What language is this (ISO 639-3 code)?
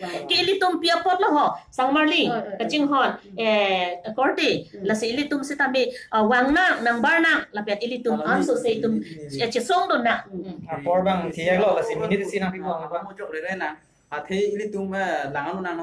mjw